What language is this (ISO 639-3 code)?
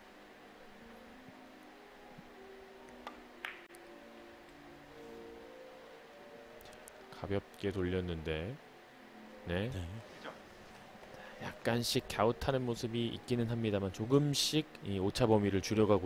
kor